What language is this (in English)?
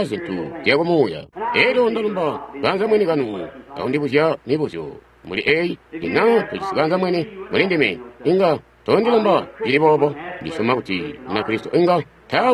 Tonga (Zambia)